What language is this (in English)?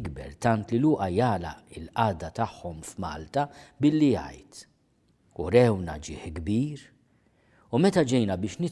Maltese